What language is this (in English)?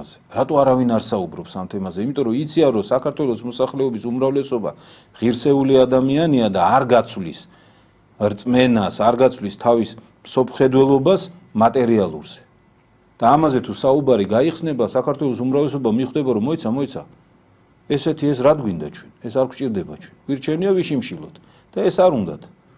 Georgian